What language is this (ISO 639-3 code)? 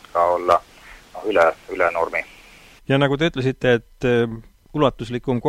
est